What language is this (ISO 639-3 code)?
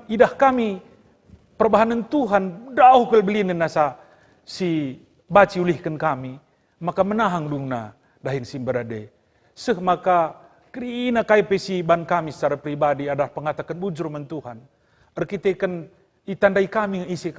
btx